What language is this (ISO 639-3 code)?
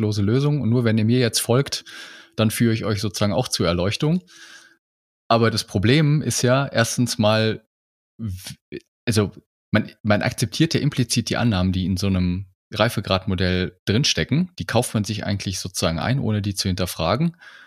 deu